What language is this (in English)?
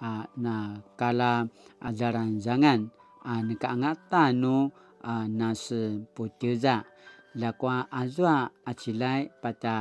Paiwan